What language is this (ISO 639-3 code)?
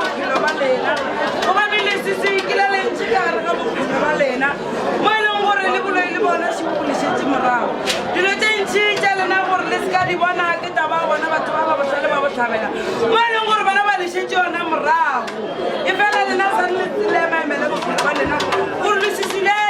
nso